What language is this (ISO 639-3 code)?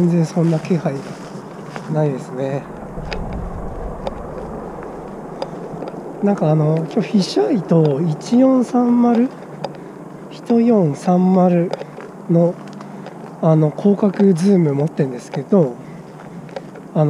jpn